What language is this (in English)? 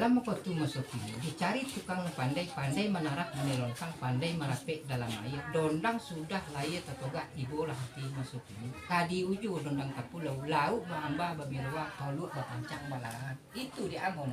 Minangkabau